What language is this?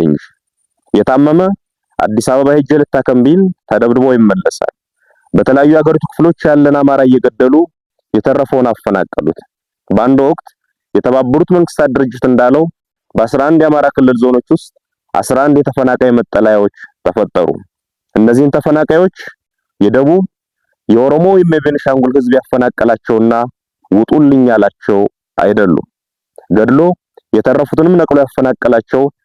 Amharic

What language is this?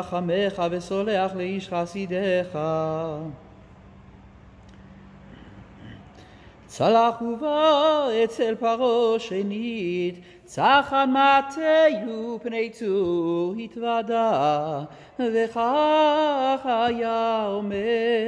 Hebrew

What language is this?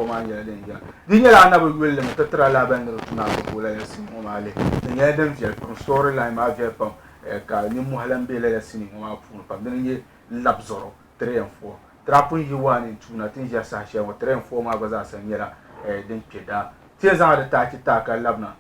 Dagbani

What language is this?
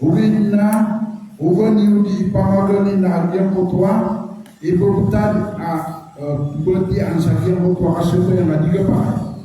Maranao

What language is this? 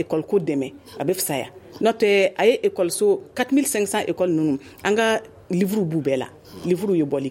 Bambara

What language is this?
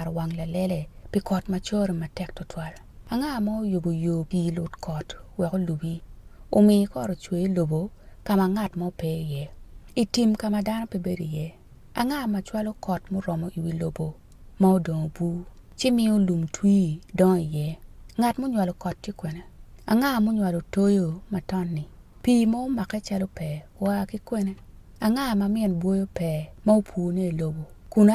Acoli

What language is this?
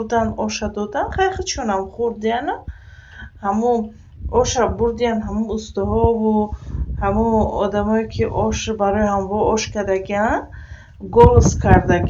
Tajik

